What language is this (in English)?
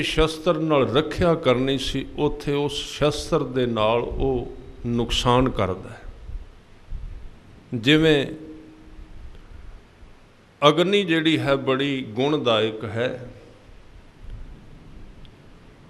Punjabi